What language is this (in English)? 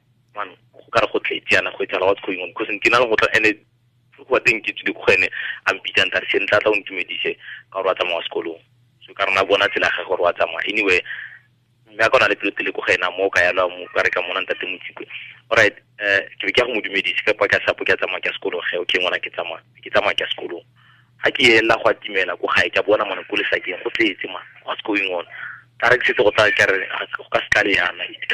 Tswana